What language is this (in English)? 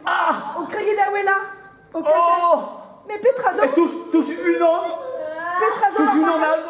Breton